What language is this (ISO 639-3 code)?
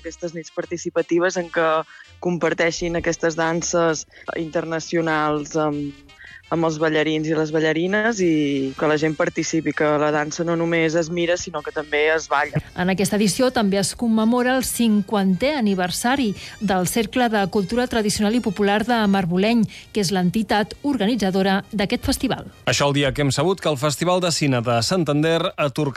cat